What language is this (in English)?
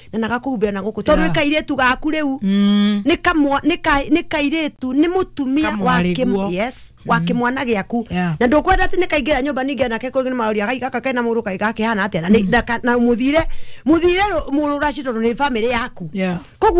Kikuyu